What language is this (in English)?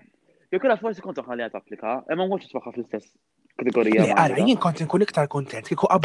Maltese